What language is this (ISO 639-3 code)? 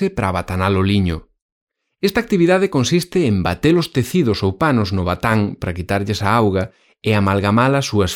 glg